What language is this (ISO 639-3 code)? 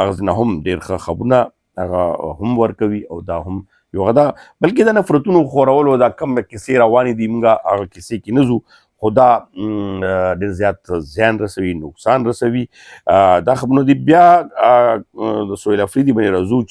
pus